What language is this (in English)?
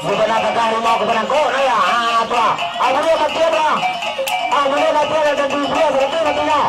Minangkabau